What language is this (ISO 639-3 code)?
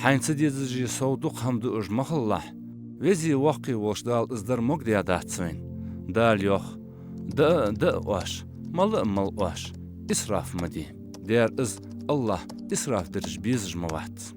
inh